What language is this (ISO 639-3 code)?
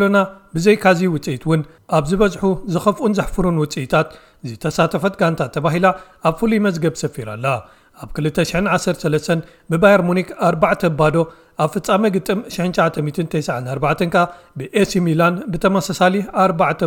tir